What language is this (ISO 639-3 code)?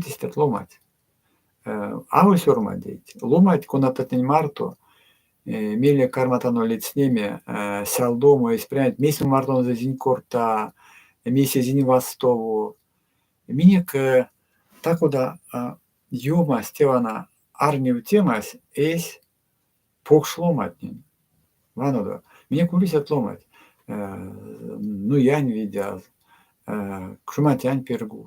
myv